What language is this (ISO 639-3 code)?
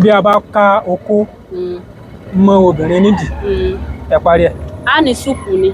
yor